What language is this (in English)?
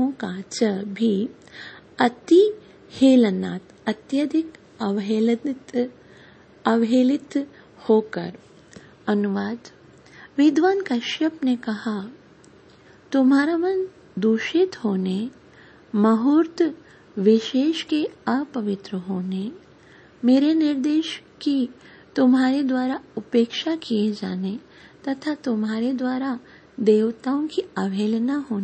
Hindi